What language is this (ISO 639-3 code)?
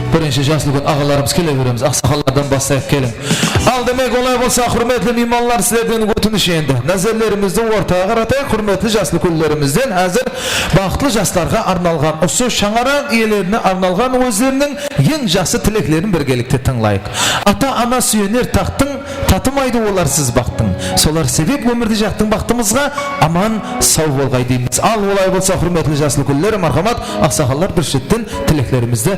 kaa